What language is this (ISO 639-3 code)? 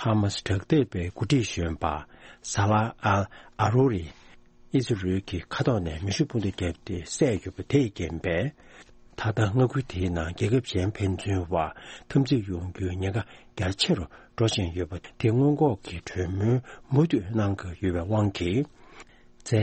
bod